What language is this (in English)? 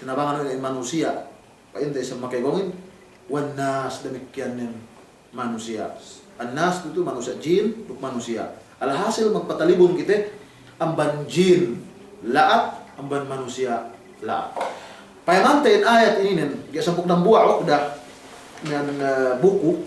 Yakan